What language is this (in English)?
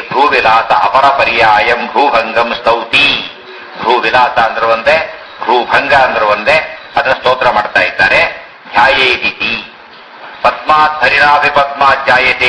Kannada